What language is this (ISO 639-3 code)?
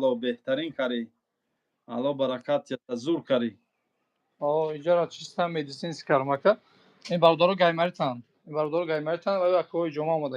tgk